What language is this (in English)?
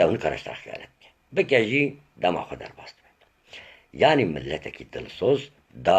Kurdish